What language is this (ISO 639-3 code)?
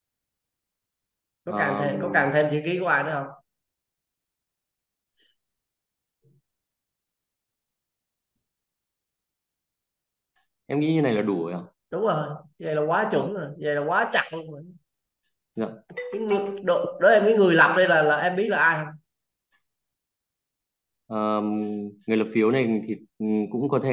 vie